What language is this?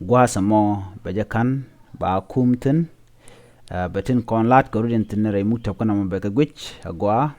Nuer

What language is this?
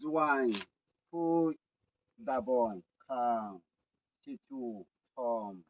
Riang (India)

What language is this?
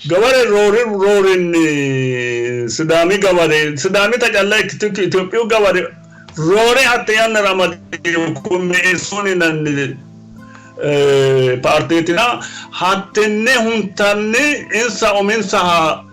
Sidamo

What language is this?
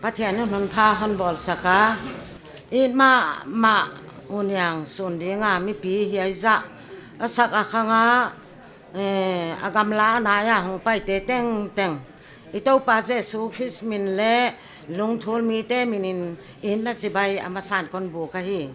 Paite Chin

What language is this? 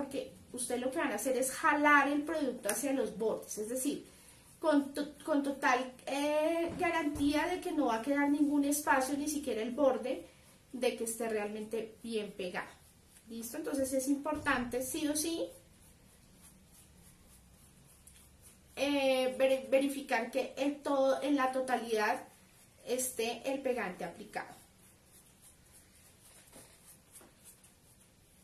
Spanish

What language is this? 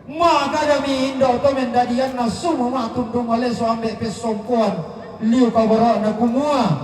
Toraja-Sa'dan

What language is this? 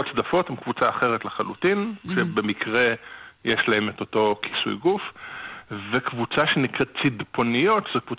Hebrew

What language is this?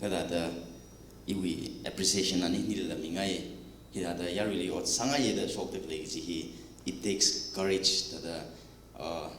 Tangkhul Naga (India)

